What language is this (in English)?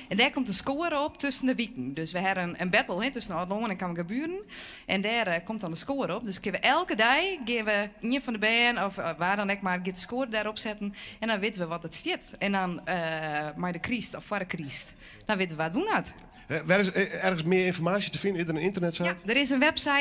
Western Frisian